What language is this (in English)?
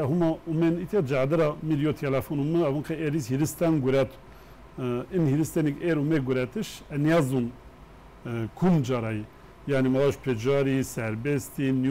Zaza